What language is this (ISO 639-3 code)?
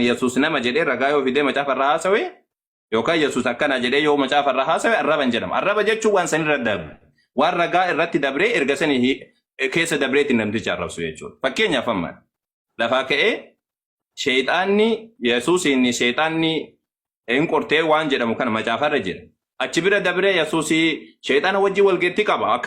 orm